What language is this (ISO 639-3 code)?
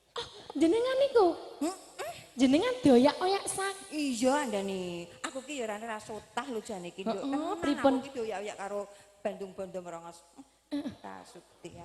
jav